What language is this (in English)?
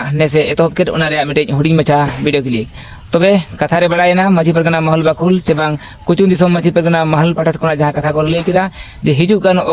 Santali